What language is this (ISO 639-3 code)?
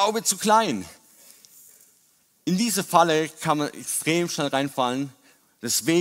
deu